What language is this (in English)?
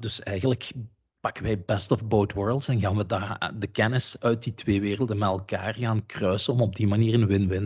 Dutch